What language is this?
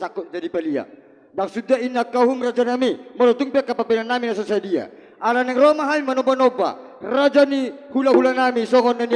Batak Toba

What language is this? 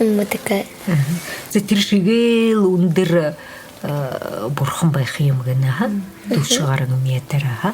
Buriat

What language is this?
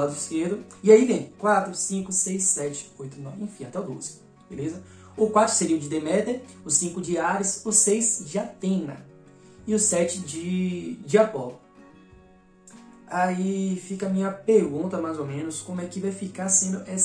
Portuguese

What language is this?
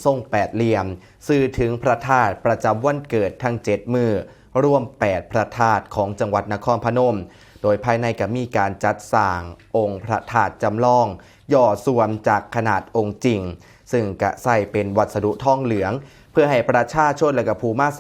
Northeastern Thai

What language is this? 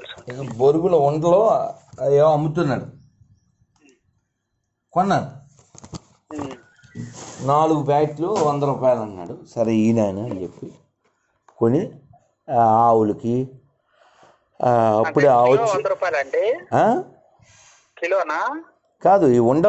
Telugu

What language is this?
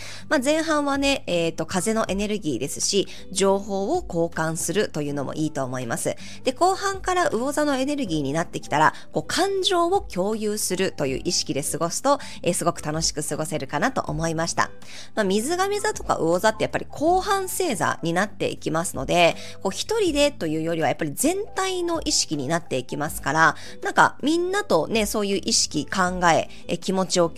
Japanese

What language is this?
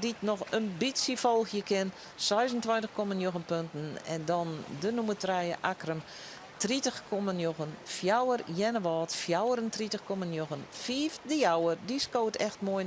Western Frisian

